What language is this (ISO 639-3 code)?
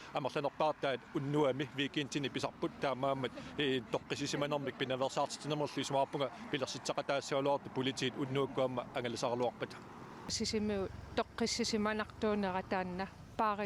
kal